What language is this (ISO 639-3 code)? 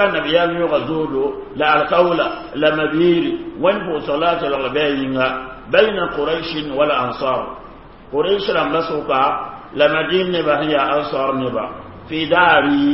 mos